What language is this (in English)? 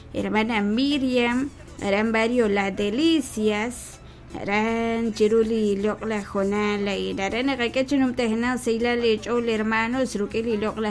Kekchí